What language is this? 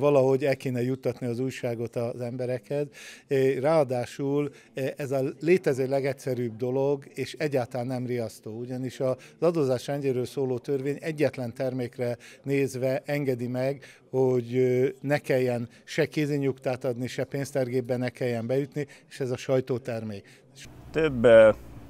Hungarian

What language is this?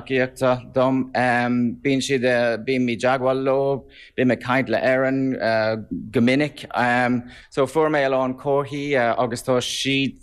Irish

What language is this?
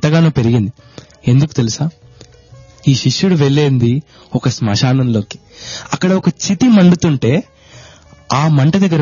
Telugu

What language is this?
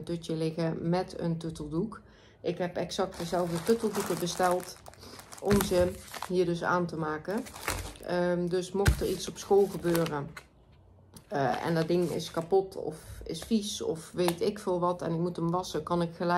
Dutch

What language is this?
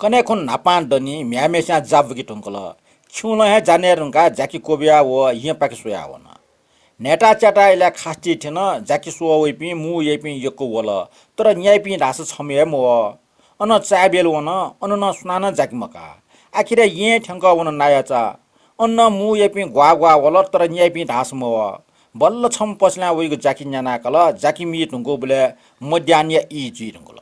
Newari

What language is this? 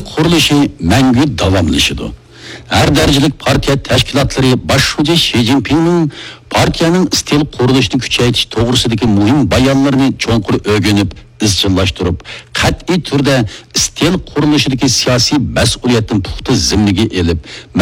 Uyghur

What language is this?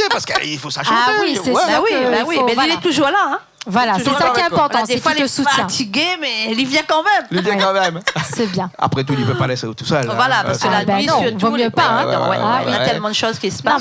Réunion Creole French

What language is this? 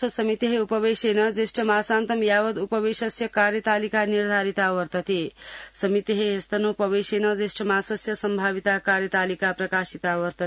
Sanskrit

